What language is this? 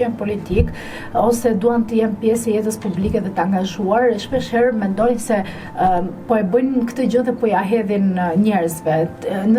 Albanian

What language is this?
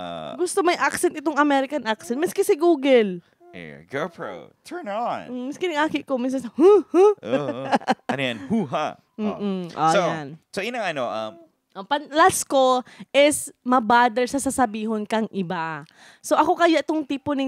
Bikol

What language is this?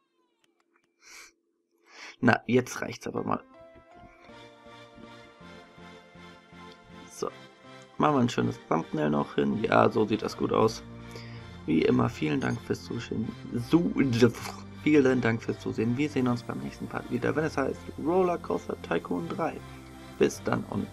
German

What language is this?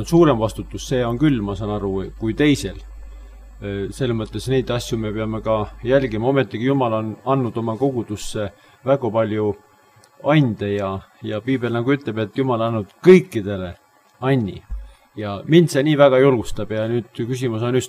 Estonian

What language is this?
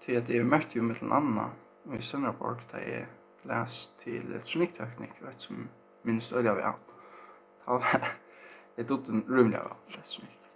Faroese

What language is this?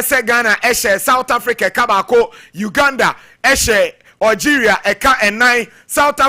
Akan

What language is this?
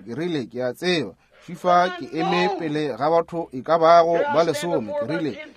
Northern Sotho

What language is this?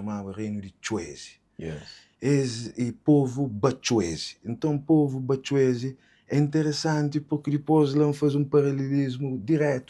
Kabuverdianu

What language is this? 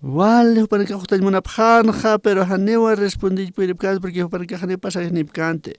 Aymara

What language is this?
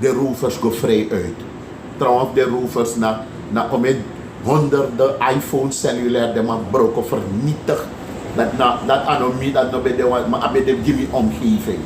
Sranan Tongo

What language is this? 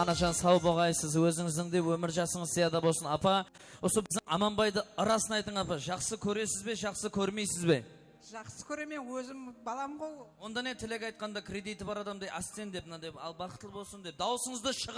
Kara-Kalpak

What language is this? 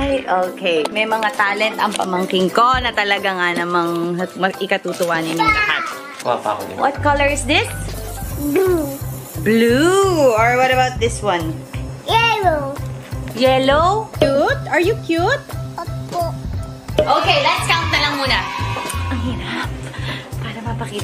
Filipino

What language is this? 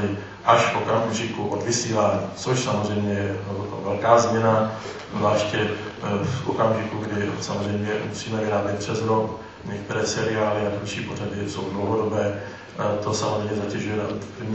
Czech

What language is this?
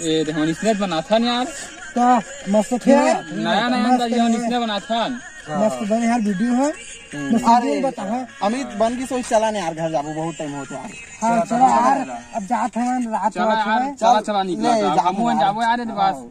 Chhattisgarhi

